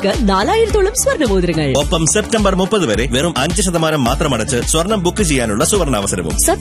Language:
Malayalam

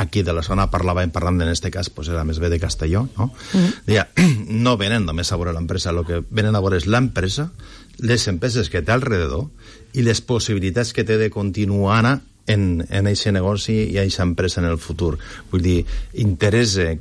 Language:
Catalan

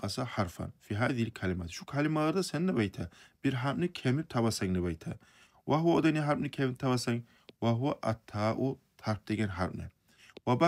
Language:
Kumyk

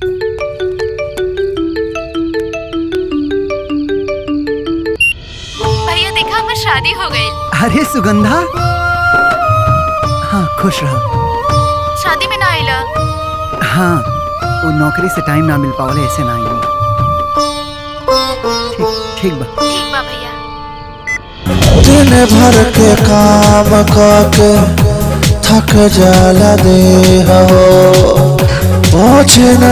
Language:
Bhojpuri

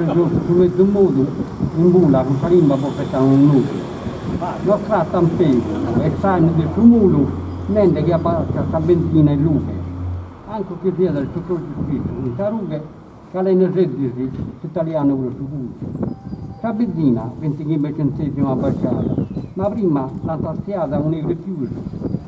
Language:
Sardinian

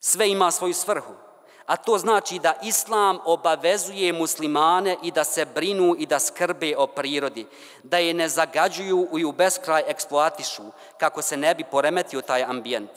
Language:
Bosnian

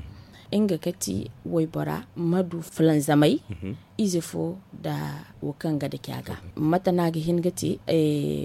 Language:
Zarma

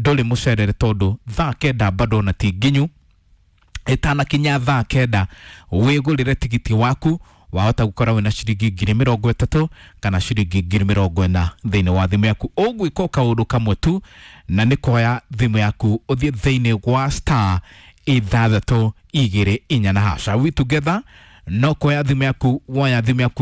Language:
Kikuyu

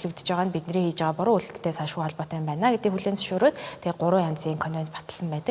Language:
Mongolian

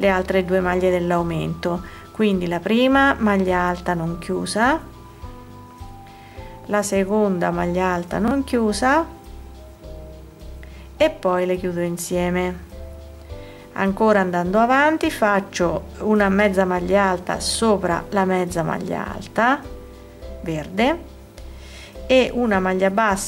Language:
Italian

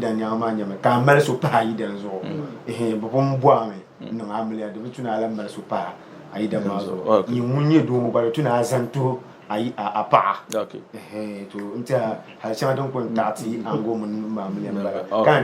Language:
Dagbani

